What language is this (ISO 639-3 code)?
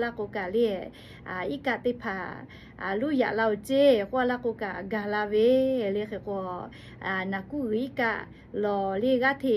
lhu